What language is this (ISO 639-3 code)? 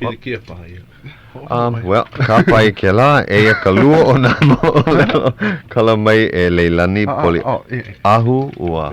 haw